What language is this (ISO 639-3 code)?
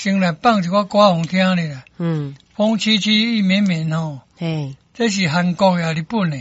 nan